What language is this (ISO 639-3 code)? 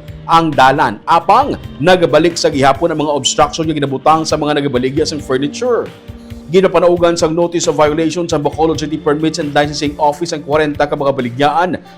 hil